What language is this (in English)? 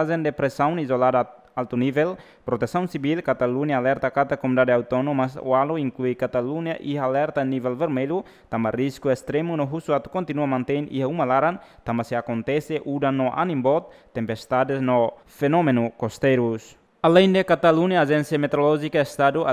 Tetum